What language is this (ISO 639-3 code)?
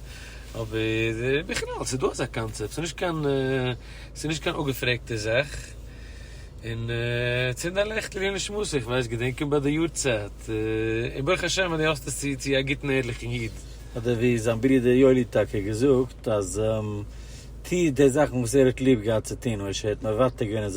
yid